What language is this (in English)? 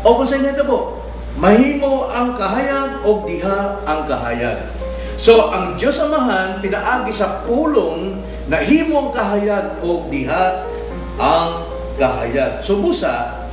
Cebuano